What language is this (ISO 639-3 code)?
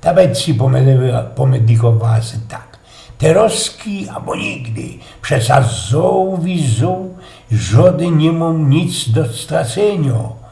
szl